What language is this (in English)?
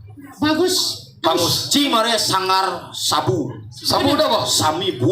Balinese